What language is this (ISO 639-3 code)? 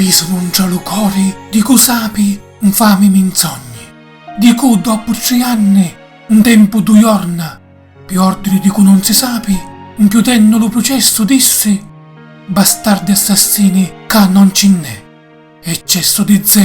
scn